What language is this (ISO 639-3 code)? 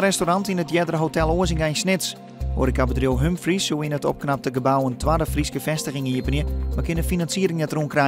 fry